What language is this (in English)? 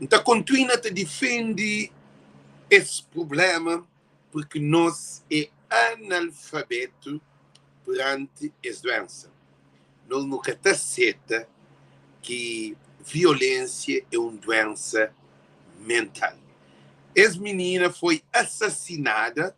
Kabuverdianu